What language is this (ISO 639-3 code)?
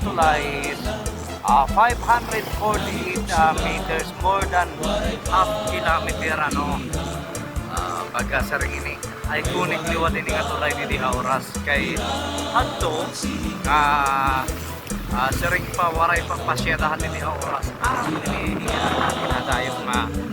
war